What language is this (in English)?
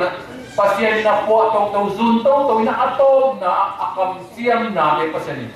Tedim Chin